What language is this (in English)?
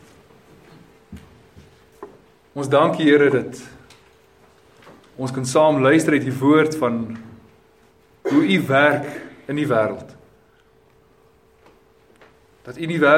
Afrikaans